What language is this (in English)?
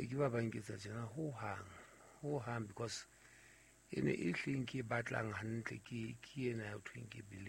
Southern Sotho